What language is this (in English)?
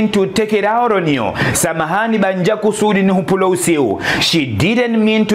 Ngazidja Comorian